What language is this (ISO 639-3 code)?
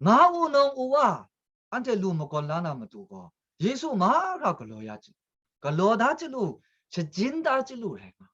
kac